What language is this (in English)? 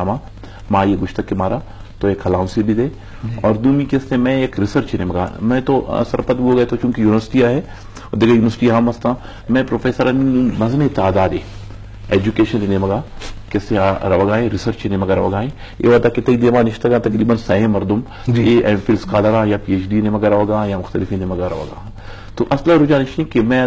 Eastern Balochi